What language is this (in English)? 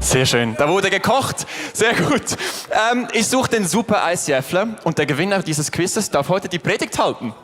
Swiss German